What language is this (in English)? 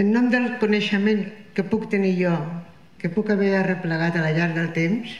Catalan